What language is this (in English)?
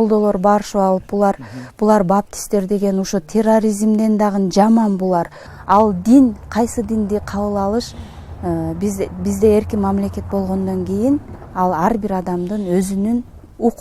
Turkmen